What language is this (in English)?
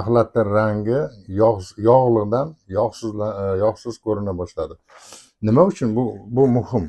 Uzbek